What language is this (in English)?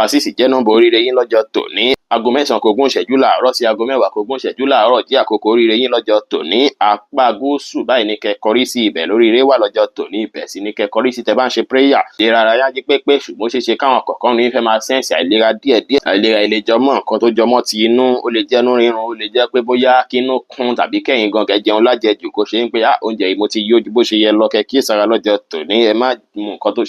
Yoruba